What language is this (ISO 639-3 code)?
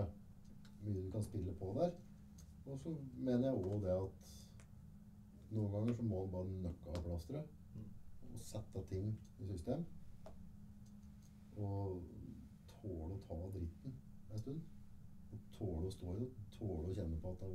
nor